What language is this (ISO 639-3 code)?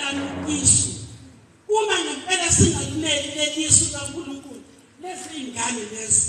zul